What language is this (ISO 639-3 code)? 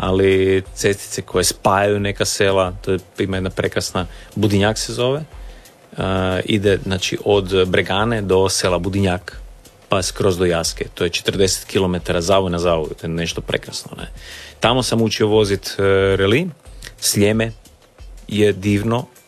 hrv